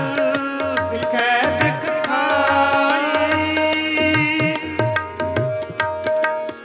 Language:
Punjabi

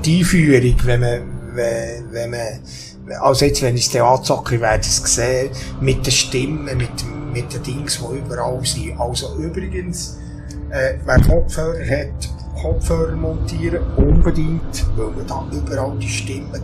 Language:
Swiss German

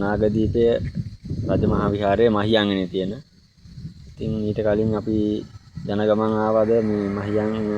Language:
Sinhala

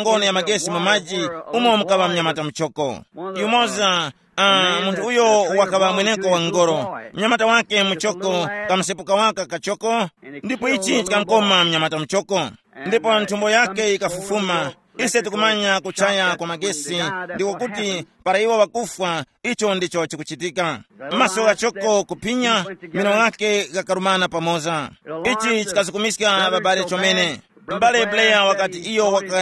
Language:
Tumbuka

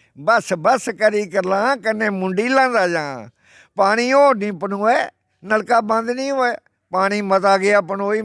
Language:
Dogri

